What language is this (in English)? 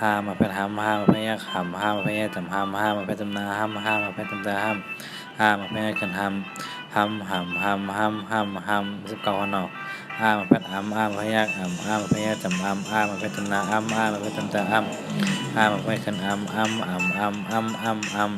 Shan